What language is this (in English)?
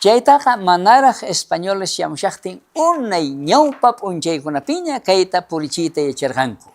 South Bolivian Quechua